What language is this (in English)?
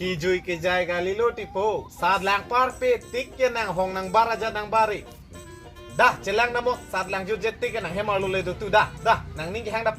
Karbi